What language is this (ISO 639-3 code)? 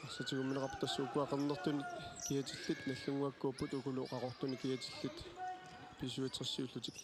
kal